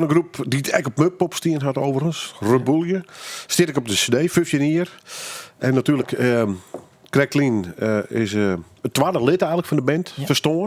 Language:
Western Frisian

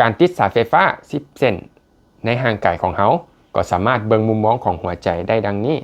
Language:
Lao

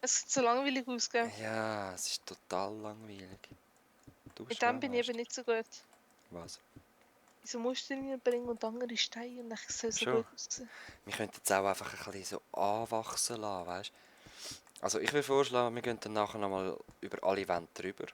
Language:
Swiss German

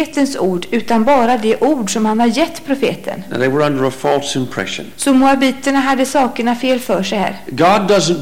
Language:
Swedish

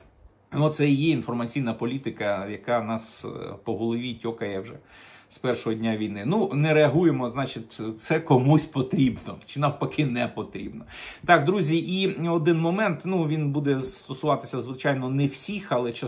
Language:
Ukrainian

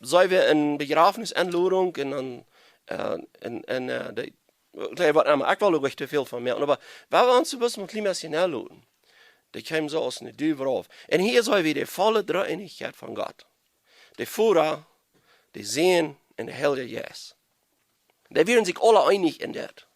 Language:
Plautdietsch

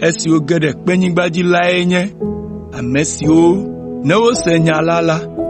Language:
Ewe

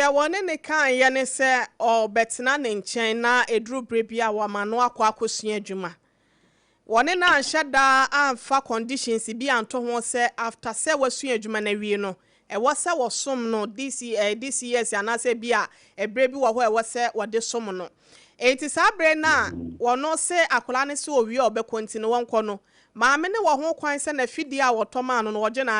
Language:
Akan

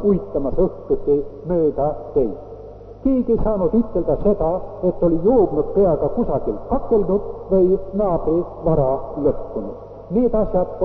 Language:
Estonian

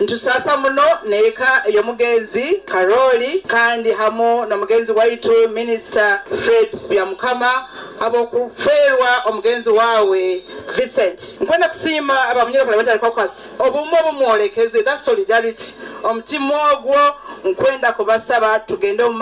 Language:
Nyoro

